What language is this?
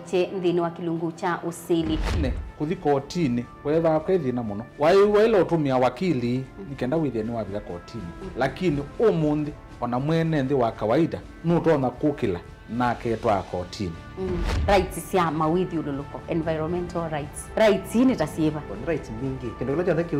Kamba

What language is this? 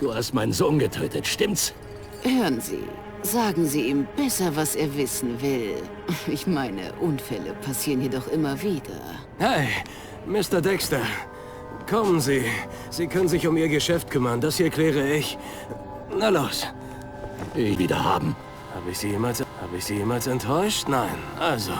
Bavarian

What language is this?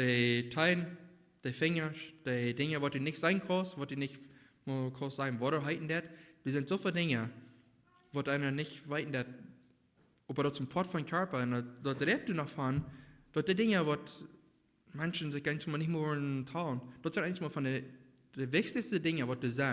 Plautdietsch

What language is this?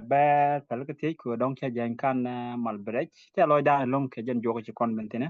Nuer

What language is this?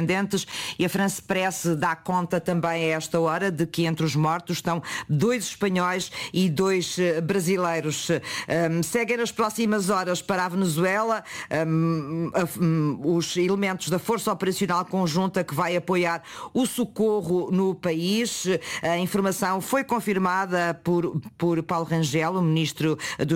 Portuguese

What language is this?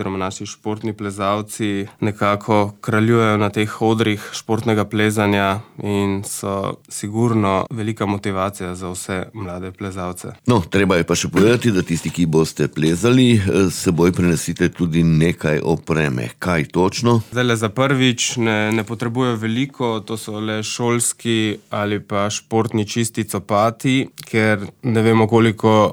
Slovenian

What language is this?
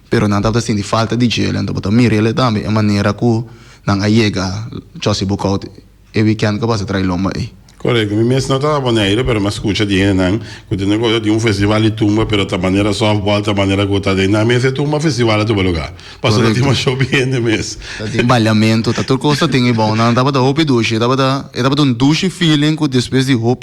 Papiamento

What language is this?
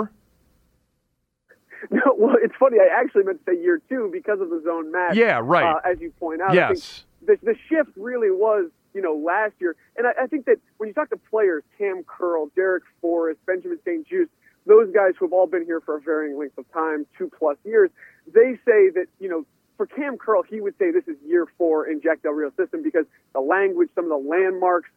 English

